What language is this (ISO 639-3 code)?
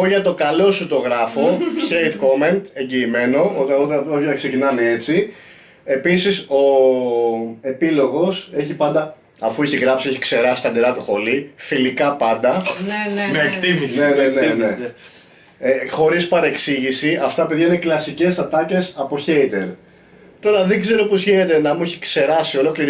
ell